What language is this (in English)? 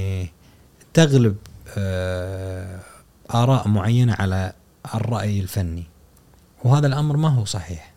Gulf Arabic